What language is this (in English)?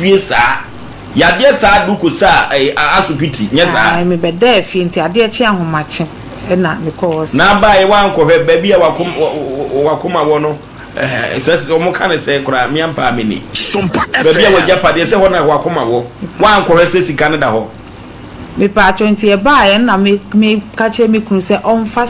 Akan